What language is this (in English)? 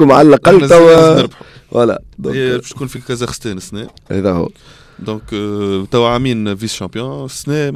Tunisian Arabic